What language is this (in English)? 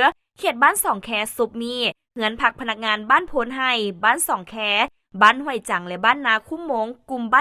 Lao